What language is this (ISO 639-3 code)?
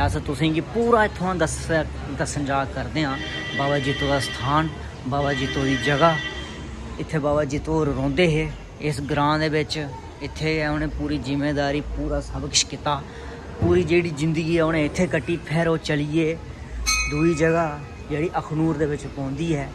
doi